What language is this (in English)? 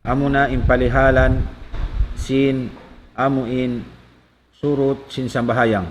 Tausug